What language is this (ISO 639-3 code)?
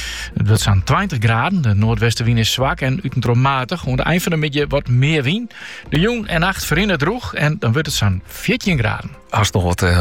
nld